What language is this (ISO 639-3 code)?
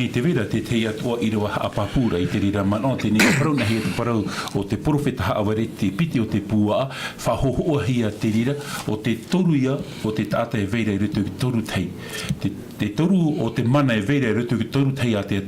tah